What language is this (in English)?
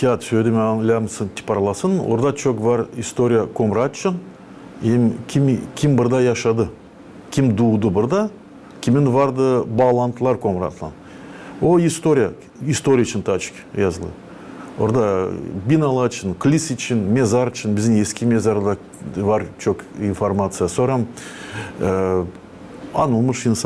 Gagauz